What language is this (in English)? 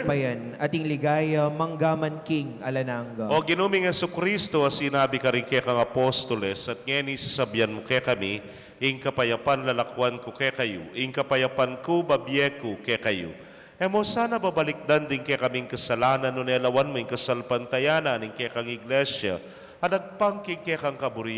Pampanga